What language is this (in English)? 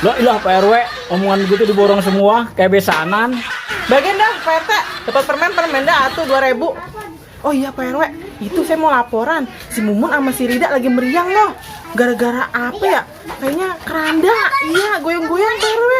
Betawi